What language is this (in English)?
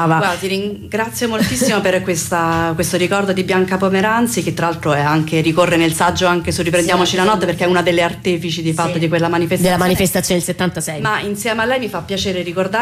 Italian